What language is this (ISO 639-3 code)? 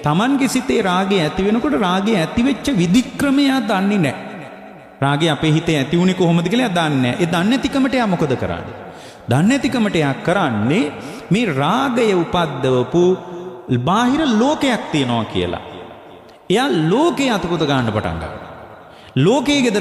sin